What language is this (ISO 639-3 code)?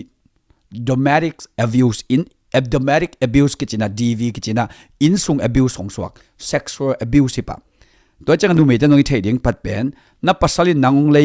ctd